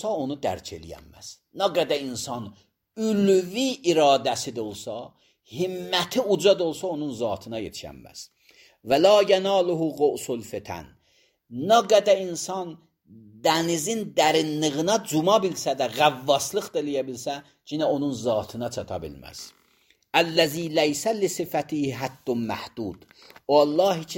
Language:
Azerbaijani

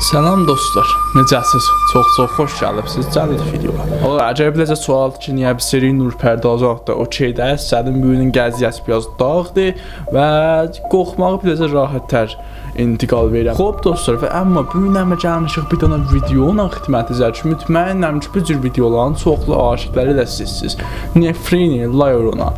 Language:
South Azerbaijani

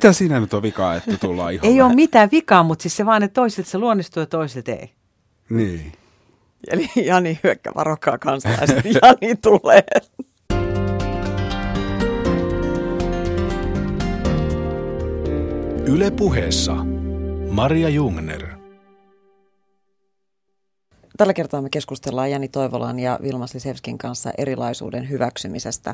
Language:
Finnish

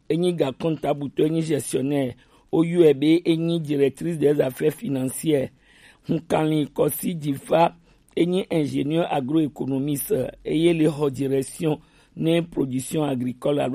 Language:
Gen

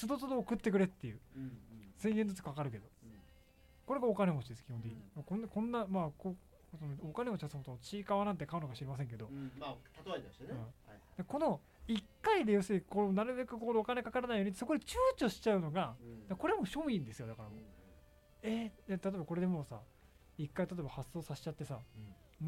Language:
Japanese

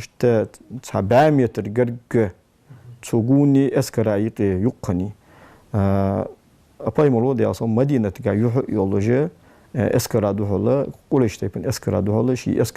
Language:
Ingush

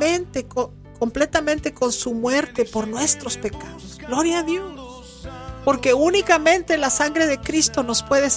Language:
Spanish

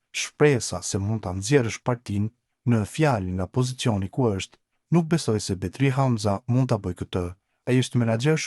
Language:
Albanian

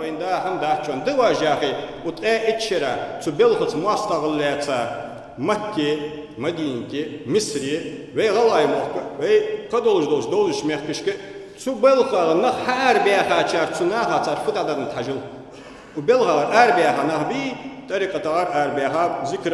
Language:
Ingush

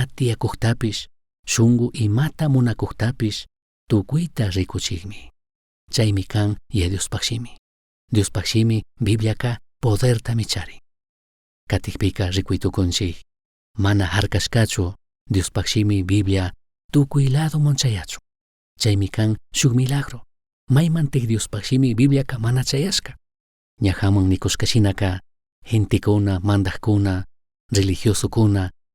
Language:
Chimborazo Highland Quichua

